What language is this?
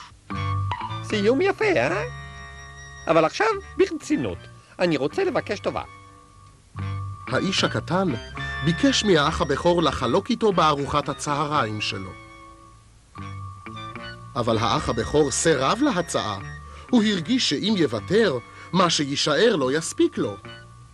Hebrew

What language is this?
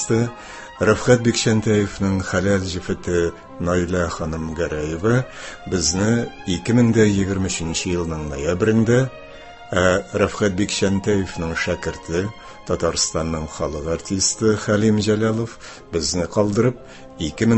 Tatar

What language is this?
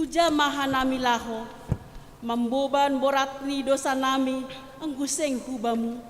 Batak Simalungun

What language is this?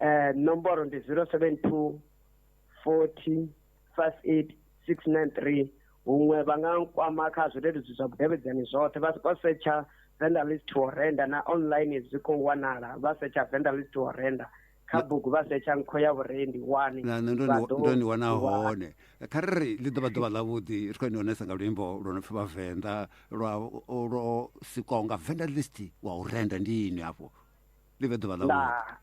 Venda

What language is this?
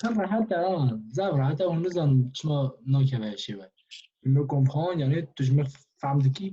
Kurdish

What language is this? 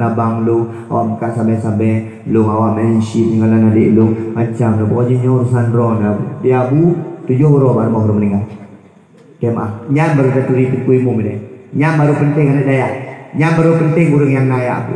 Achinese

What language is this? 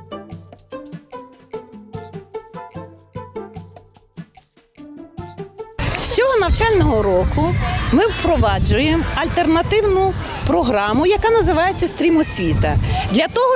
Ukrainian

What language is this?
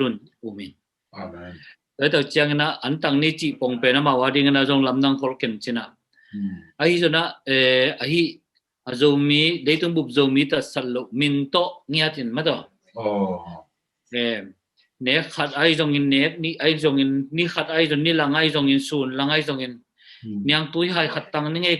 Tedim Chin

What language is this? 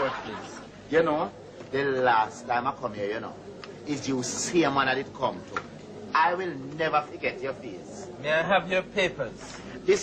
Jamaican Creole English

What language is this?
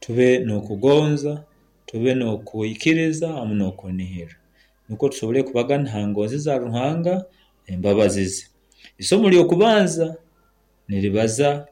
Nyoro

